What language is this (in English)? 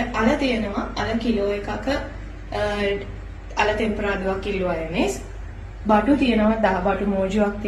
Sinhala